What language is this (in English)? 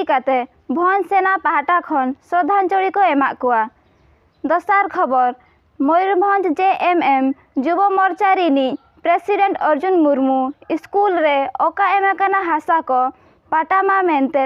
Santali